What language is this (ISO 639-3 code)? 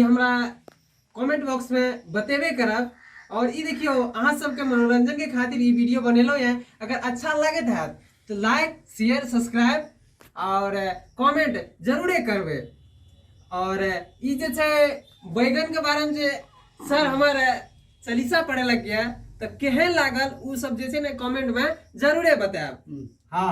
mai